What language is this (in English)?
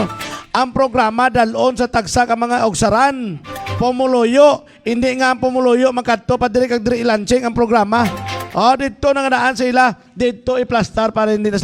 Hiligaynon